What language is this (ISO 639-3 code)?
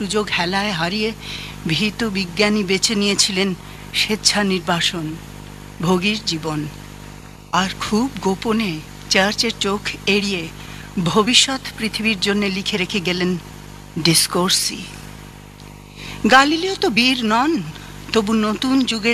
ben